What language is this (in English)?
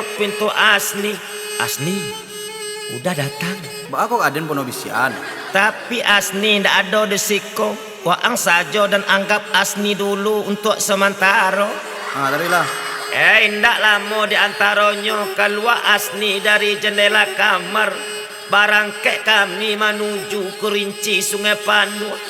Minangkabau